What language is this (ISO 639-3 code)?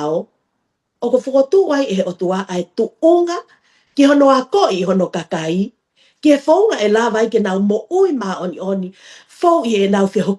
ton